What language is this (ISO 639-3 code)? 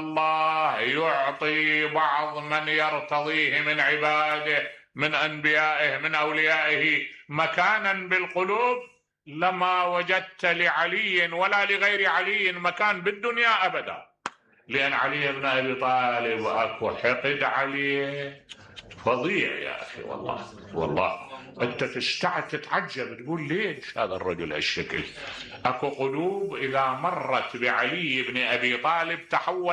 acm